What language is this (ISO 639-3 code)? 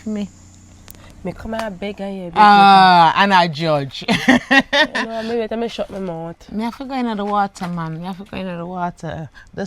jam